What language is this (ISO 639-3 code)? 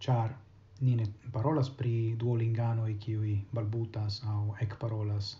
epo